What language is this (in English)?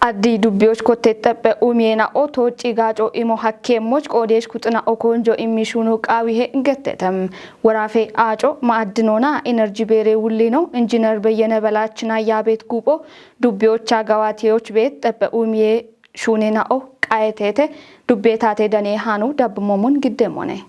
Kafa